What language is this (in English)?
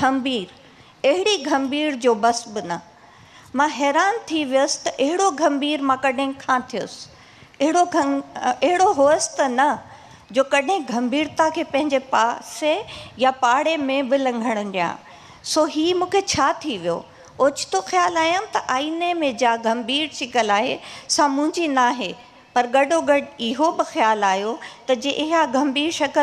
Sindhi